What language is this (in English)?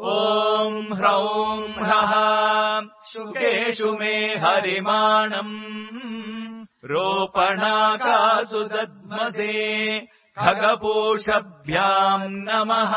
Sanskrit